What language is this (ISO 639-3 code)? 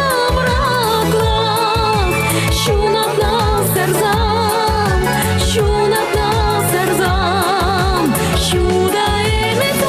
chv